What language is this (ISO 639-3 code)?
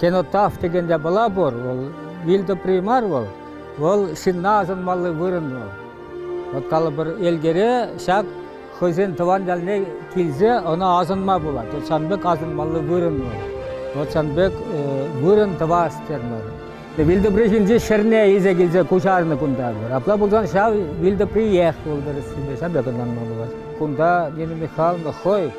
chv